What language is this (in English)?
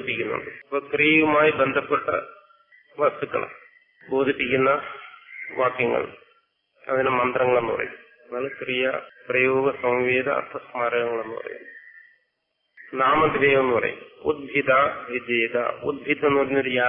Malayalam